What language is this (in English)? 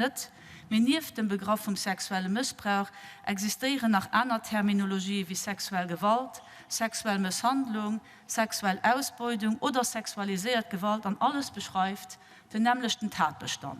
Luxembourgish